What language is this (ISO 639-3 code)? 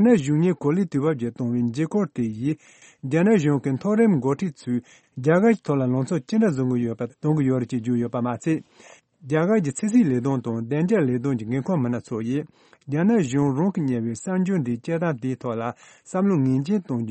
bod